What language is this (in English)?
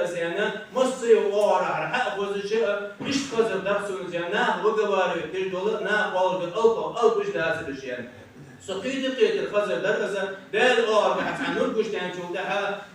Ingush